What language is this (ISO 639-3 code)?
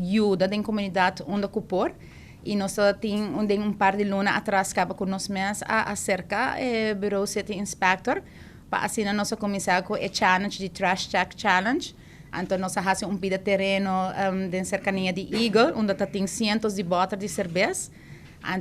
pap